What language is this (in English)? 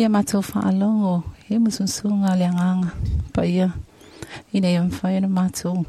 Samoan